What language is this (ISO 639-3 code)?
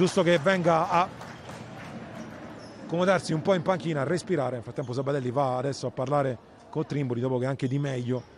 ita